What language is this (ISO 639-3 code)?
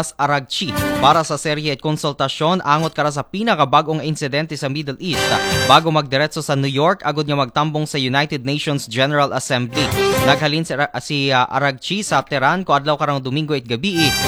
akl